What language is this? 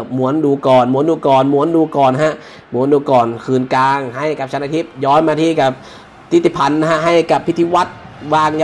Thai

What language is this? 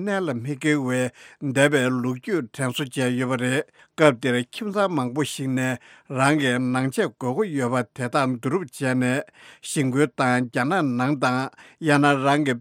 Tibetan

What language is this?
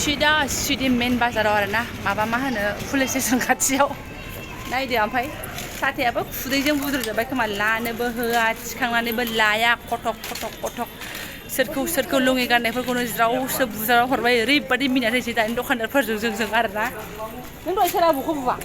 Bodo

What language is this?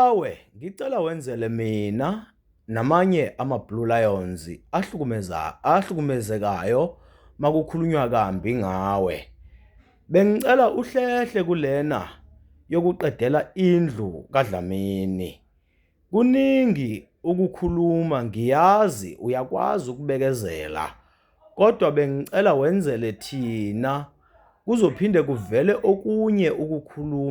Zulu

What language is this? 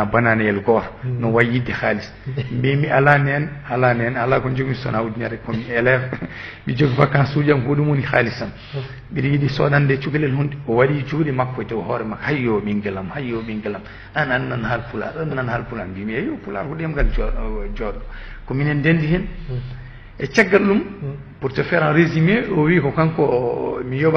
Fula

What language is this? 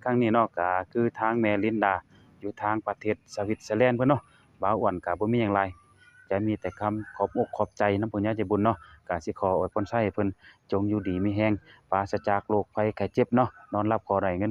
Lao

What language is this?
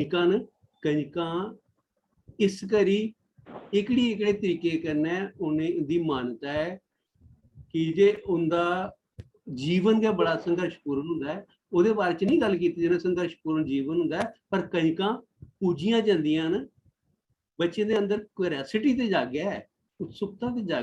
Dogri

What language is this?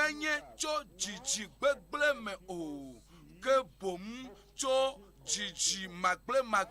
Ewe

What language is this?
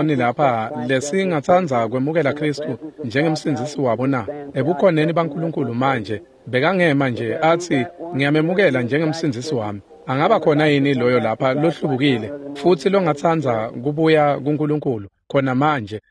Swati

